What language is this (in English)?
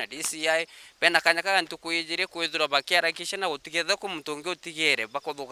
Meru